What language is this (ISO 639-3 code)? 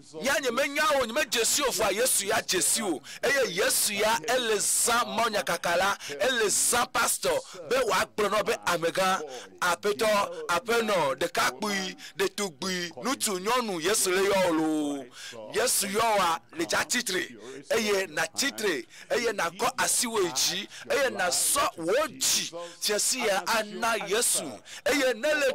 ewe